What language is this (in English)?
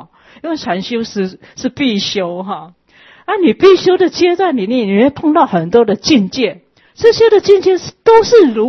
Chinese